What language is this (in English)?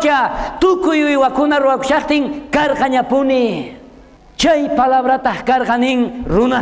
South Bolivian Quechua